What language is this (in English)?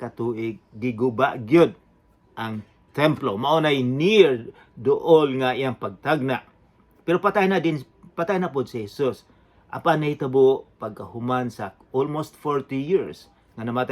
Cebuano